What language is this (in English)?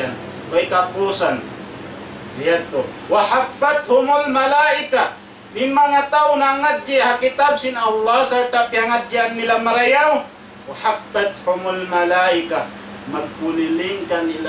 Tausug